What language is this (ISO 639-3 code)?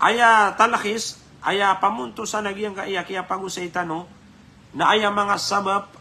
mrw